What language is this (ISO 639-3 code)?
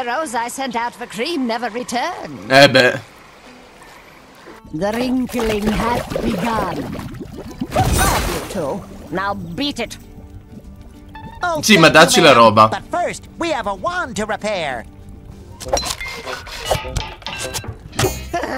ita